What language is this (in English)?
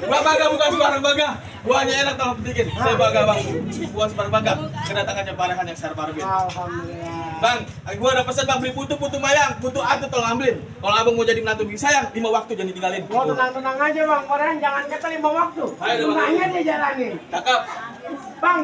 Betawi